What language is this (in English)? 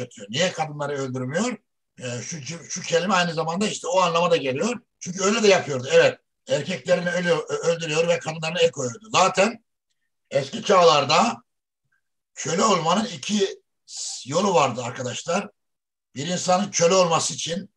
Turkish